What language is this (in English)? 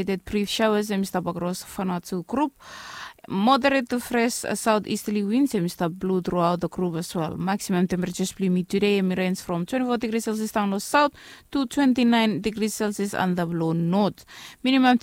Bislama